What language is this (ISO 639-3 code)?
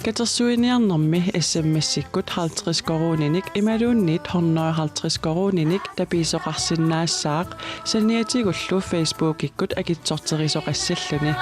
kal